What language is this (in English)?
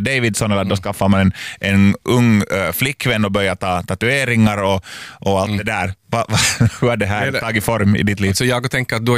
Swedish